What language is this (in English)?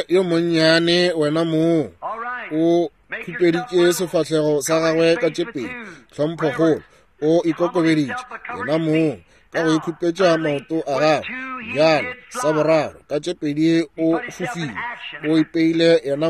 Northern Sotho